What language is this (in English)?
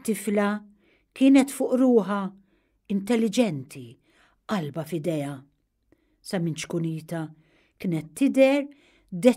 Maltese